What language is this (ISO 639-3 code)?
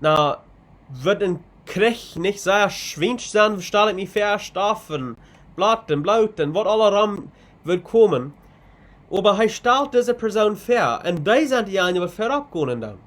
pdt